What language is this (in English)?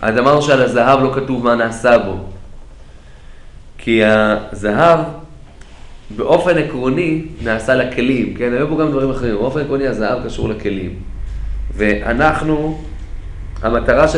Hebrew